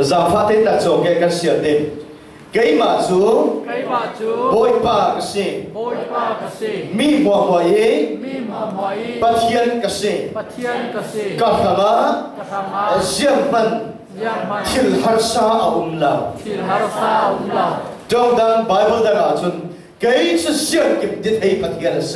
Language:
Falam Chin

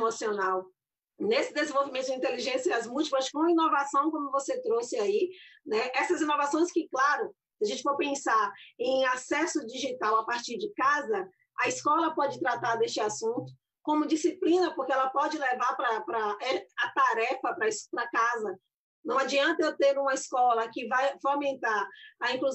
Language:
Portuguese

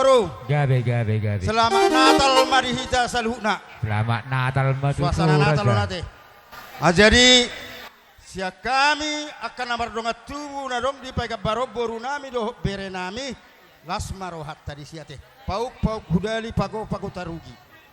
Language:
Batak Toba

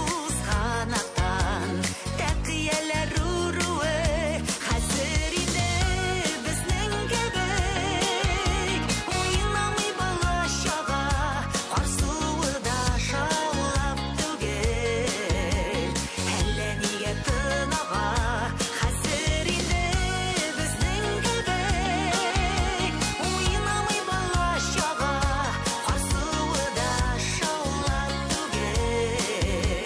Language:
Tatar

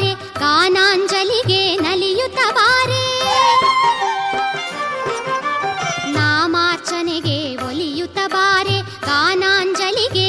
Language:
Kannada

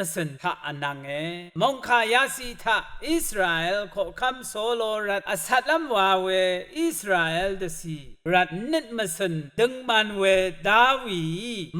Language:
Rawang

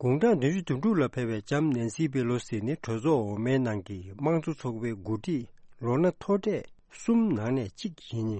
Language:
Tibetan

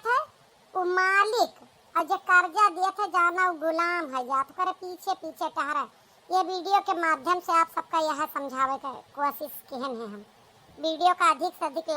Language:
Awadhi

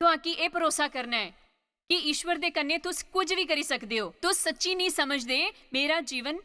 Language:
Dogri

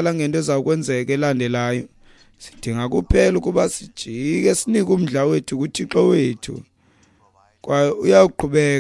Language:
Xhosa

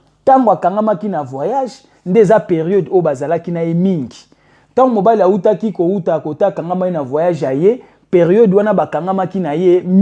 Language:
Lingala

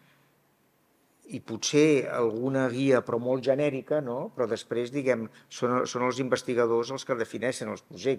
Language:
Catalan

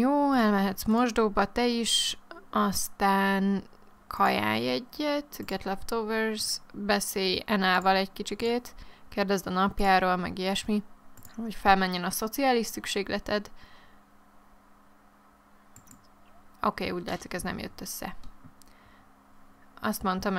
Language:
Hungarian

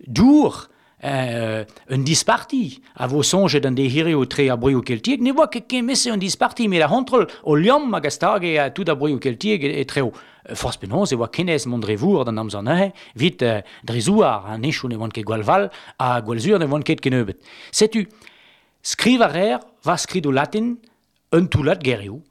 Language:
Breton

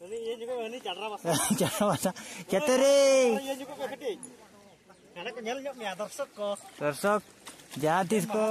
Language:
Santali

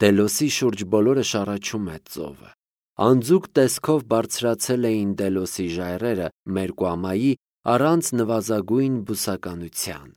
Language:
Armenian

